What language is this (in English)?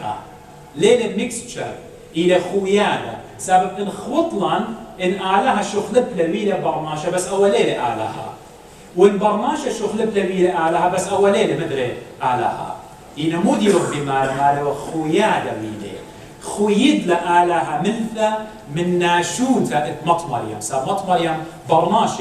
Assyrian Neo-Aramaic